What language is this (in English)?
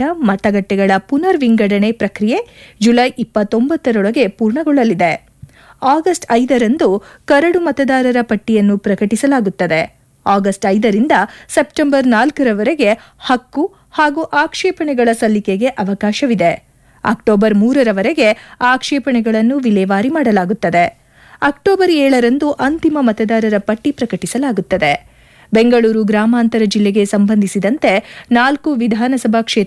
Kannada